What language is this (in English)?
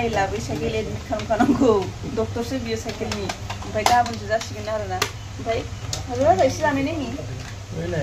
Bodo